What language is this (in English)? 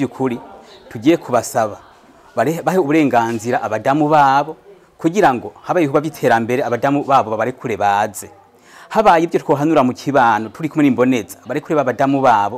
Rundi